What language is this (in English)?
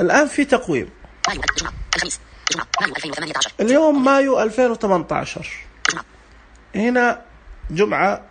Najdi Arabic